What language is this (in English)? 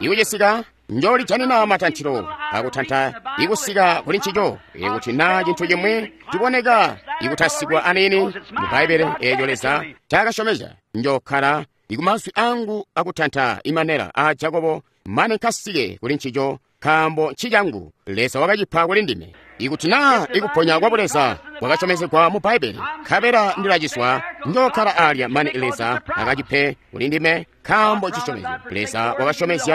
Tonga (Zambia)